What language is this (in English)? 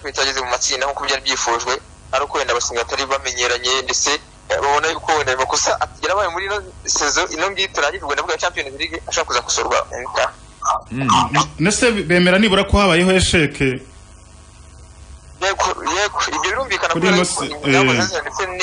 Kinyarwanda